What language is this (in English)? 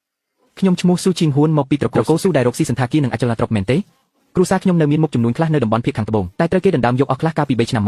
Khmer